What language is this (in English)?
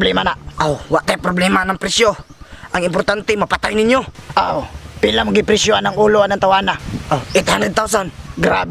Cebuano